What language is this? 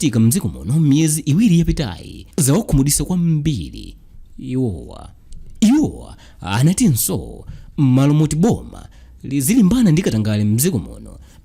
Nyanja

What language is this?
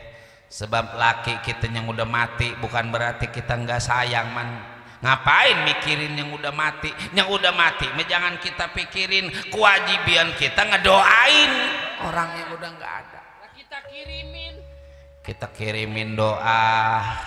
Betawi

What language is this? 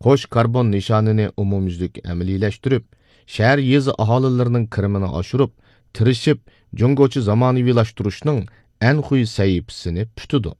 Uyghur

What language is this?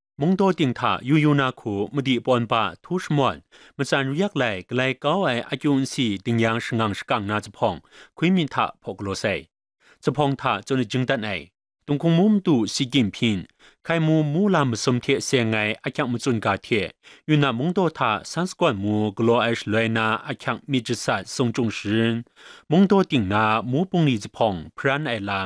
Kachin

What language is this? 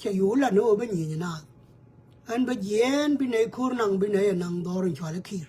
Nuer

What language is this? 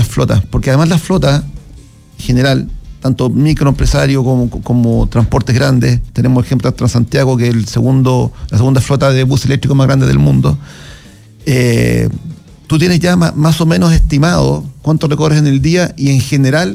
Spanish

